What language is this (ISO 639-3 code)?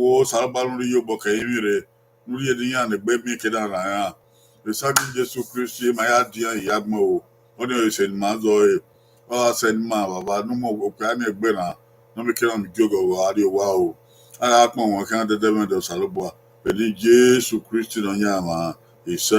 bin